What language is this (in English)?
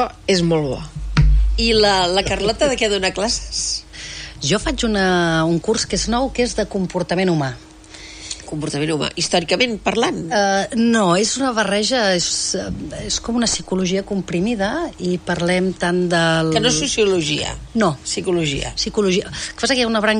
Catalan